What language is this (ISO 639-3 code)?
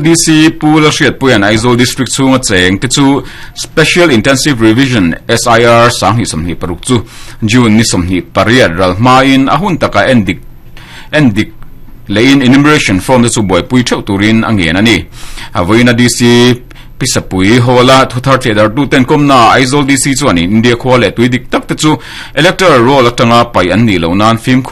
lus